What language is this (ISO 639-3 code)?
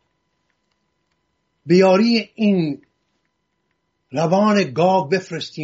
fas